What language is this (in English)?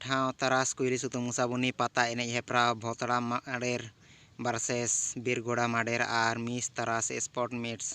Santali